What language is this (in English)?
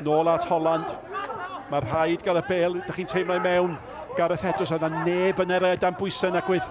Welsh